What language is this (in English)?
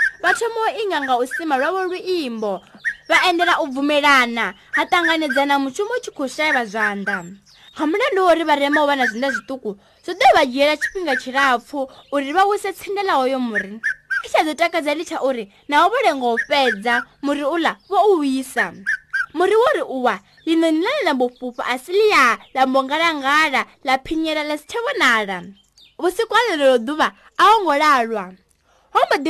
Venda